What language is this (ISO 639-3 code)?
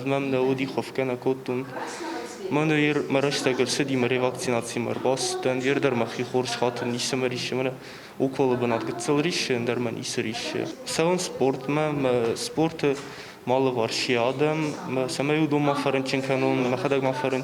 oss